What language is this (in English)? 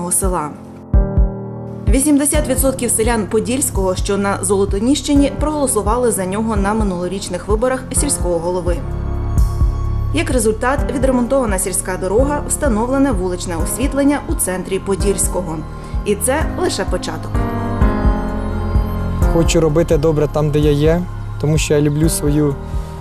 Ukrainian